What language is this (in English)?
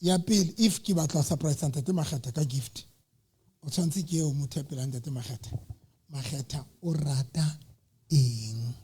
Southern Sotho